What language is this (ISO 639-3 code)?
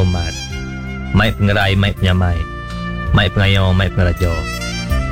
iba